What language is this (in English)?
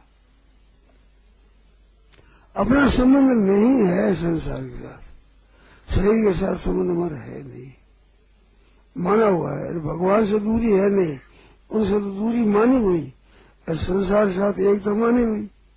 Hindi